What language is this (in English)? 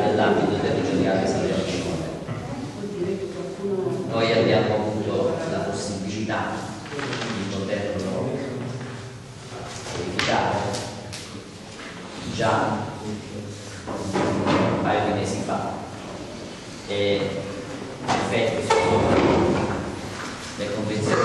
Italian